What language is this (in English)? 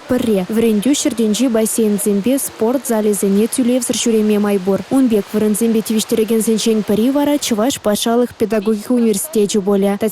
Chuvash